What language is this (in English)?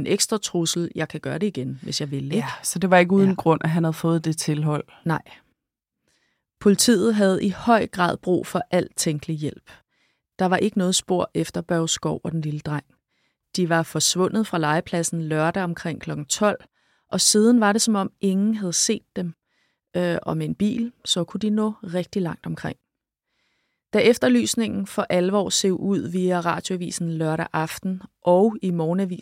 Danish